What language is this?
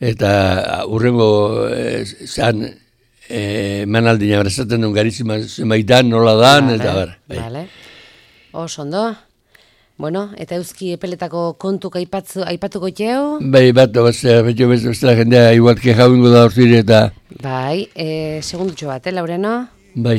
Basque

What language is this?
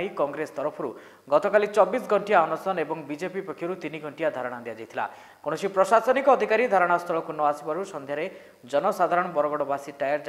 Odia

